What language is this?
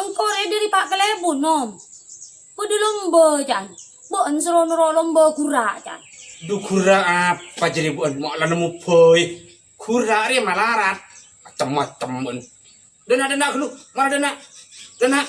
Madurese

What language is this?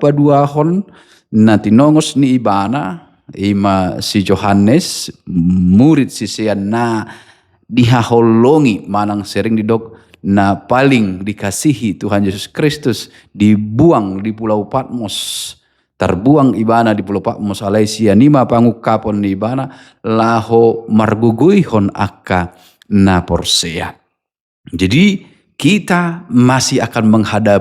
Batak Toba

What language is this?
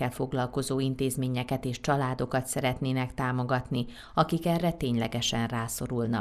Hungarian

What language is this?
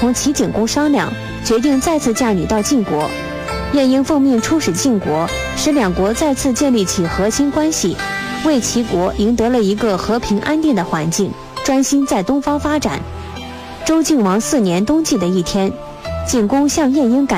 Chinese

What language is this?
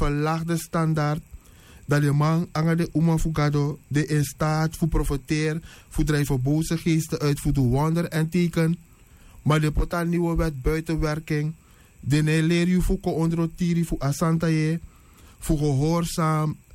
Sranan Tongo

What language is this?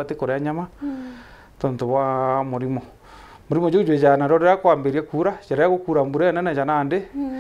Meru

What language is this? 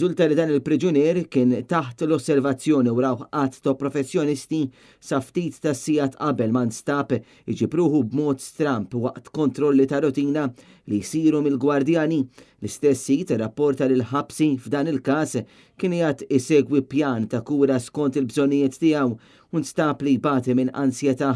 Maltese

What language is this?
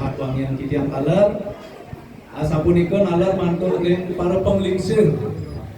Balinese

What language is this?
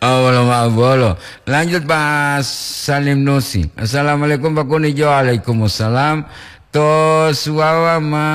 Gorontalo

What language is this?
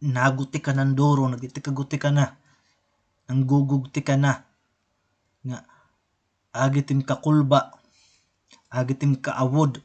Waray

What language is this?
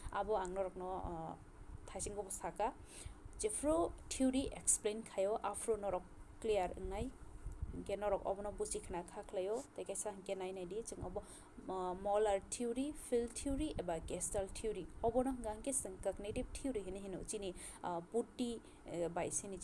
Kok Borok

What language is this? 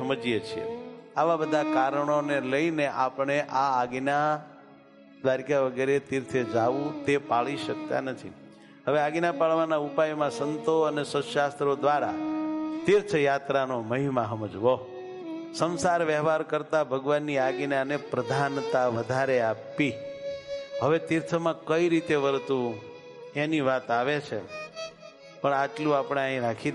Gujarati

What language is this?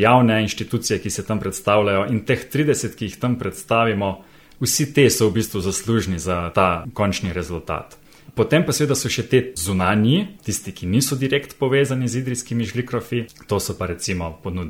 Slovenian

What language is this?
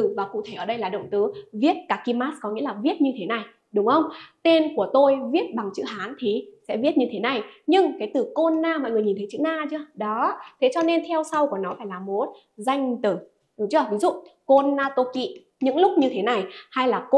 Vietnamese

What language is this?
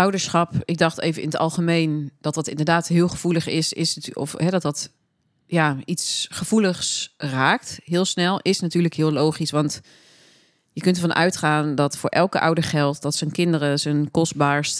Dutch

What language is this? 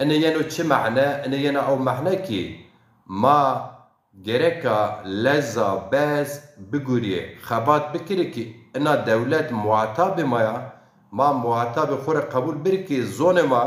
Zaza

